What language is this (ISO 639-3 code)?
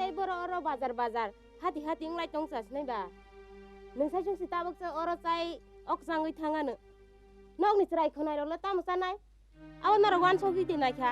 trp